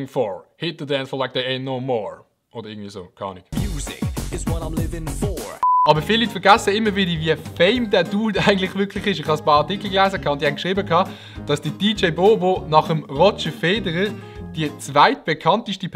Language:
Swiss German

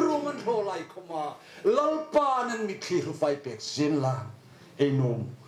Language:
Hmar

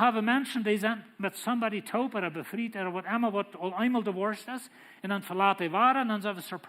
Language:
Plautdietsch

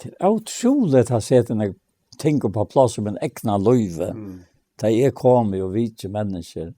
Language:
Faroese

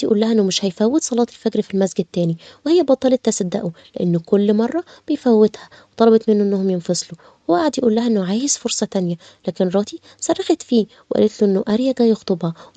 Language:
Egyptian Arabic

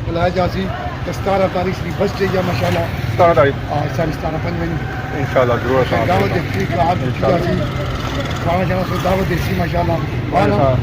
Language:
Pahari-Potwari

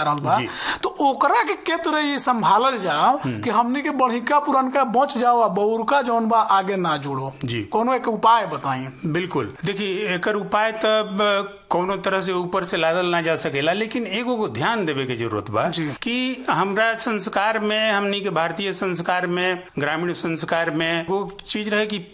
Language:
Bhojpuri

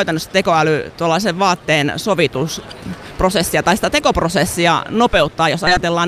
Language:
Finnish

